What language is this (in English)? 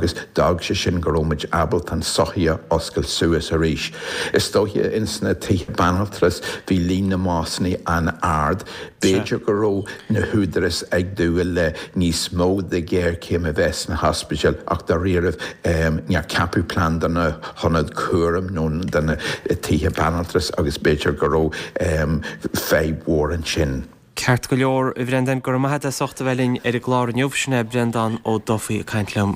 Irish